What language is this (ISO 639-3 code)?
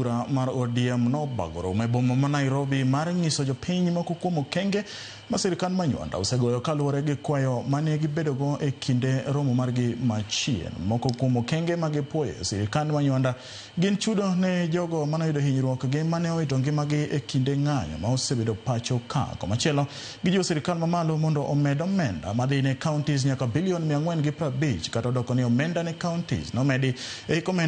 luo